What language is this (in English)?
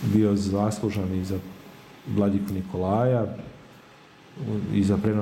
Serbian